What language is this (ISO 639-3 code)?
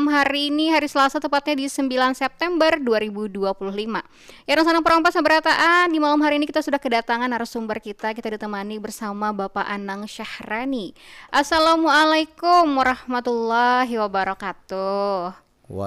bjn